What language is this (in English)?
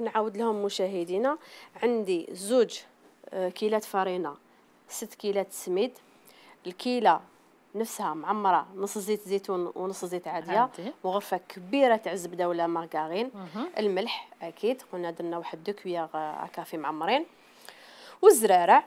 Algerian Arabic